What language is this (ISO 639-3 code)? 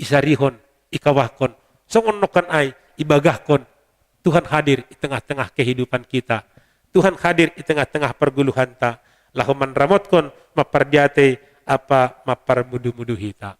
bts